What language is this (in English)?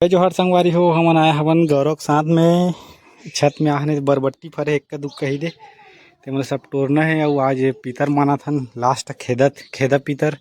Chhattisgarhi